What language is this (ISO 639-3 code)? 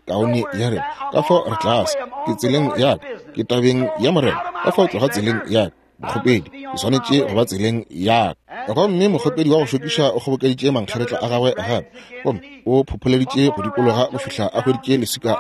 nso